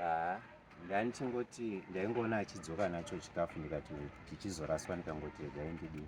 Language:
Shona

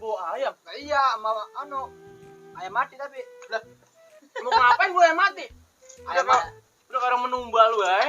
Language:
Betawi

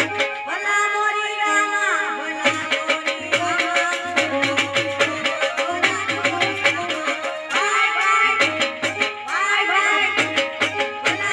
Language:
Gujarati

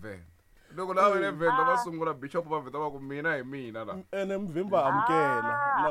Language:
Tsonga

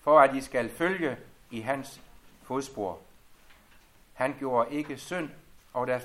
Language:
Danish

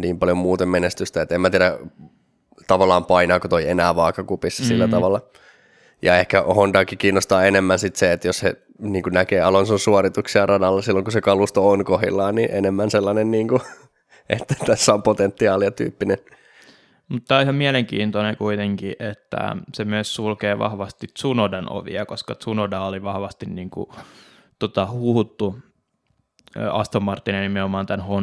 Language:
Finnish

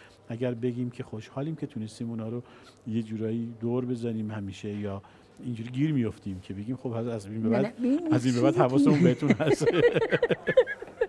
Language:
Persian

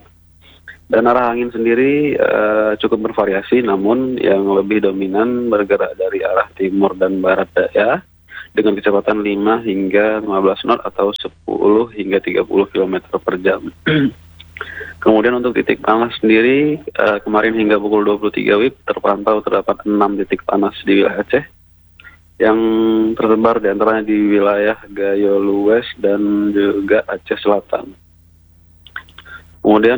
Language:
Indonesian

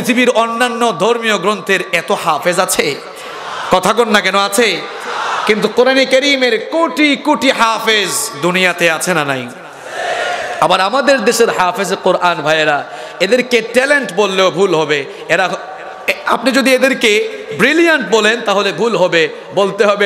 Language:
Bangla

